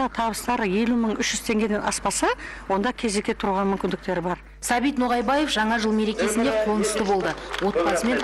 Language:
Kazakh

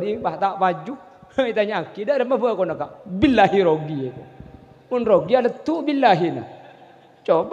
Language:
Madurese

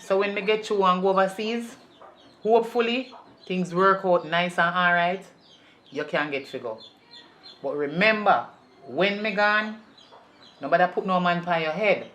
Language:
Jamaican Creole English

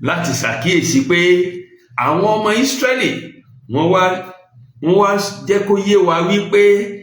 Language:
Yoruba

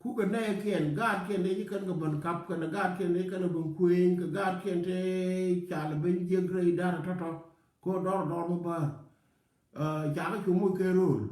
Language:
Nuer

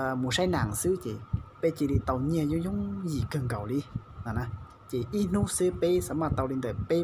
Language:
Hmong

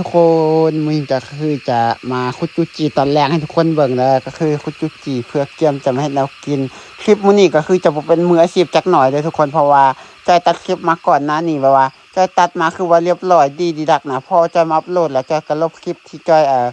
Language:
Lao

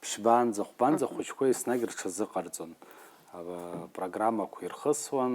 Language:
Abkhazian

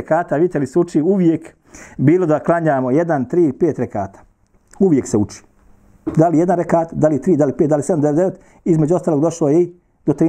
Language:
Bosnian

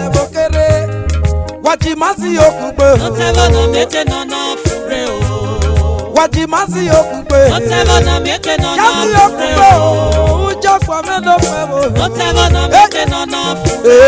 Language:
Esan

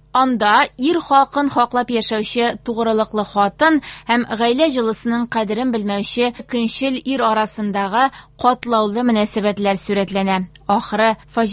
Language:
Tatar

